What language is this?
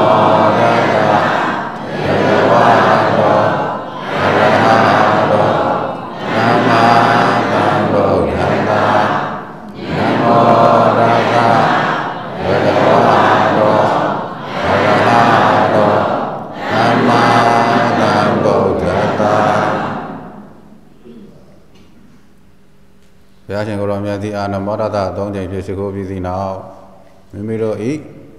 Burmese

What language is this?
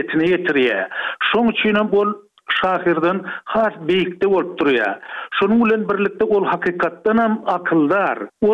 Turkmen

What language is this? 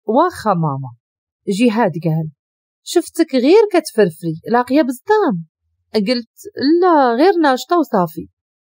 Moroccan Arabic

